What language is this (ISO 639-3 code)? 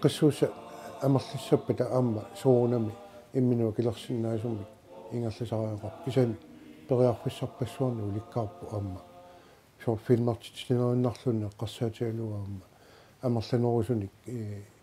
kal